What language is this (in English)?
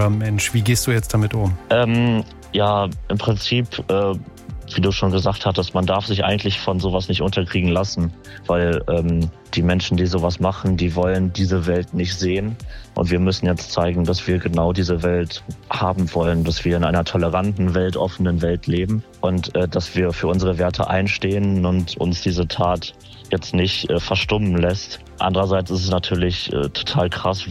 German